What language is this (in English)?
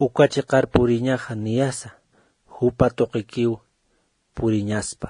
Aymara